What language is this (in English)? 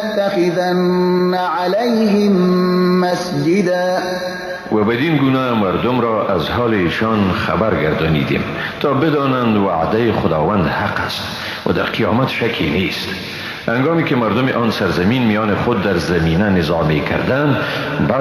Persian